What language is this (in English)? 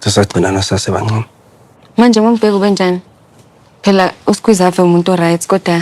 Zulu